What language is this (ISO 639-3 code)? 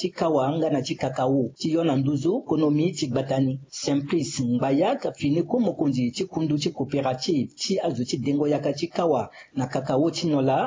sag